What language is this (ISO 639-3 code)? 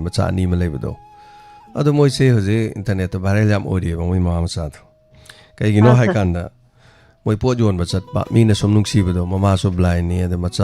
mni